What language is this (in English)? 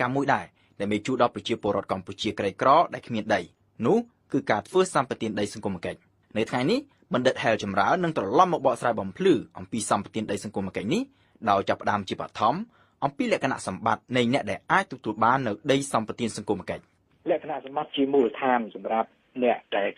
Khmer